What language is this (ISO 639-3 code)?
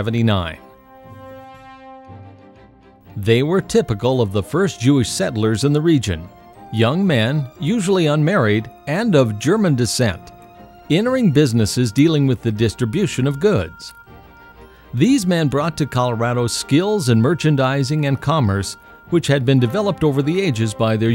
eng